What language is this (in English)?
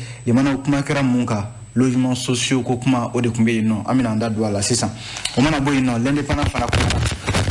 Bambara